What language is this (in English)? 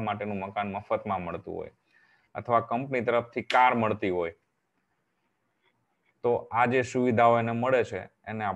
Gujarati